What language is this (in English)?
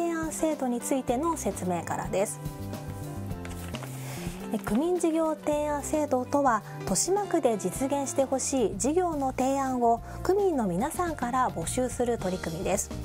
Japanese